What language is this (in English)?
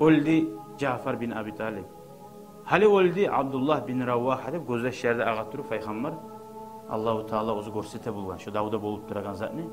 Kumyk